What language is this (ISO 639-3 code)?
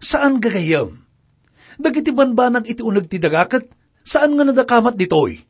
ilo